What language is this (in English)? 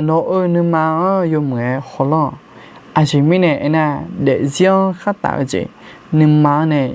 Akha